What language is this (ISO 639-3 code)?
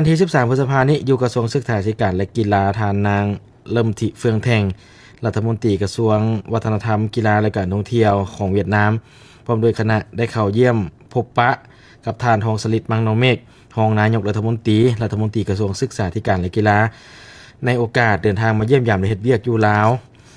lao